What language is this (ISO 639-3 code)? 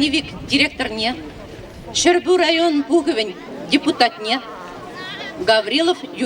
chv